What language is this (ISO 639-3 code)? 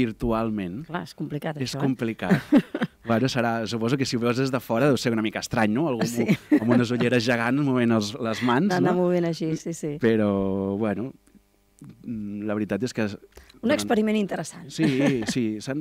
cat